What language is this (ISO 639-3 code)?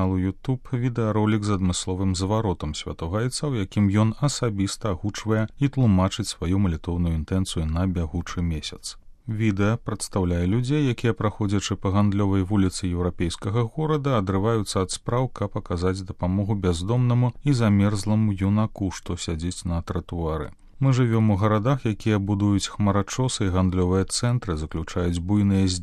bel